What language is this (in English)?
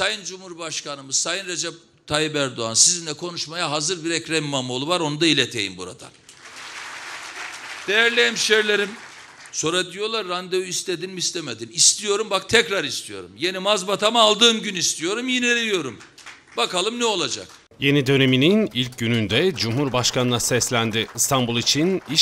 Turkish